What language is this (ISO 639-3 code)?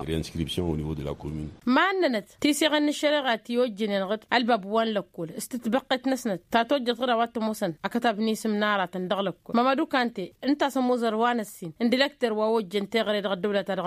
taq